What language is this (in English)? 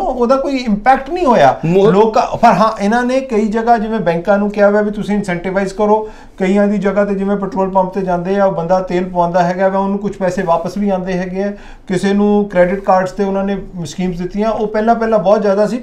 Punjabi